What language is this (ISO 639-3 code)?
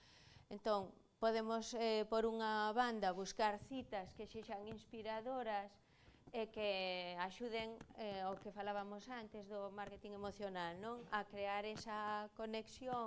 glg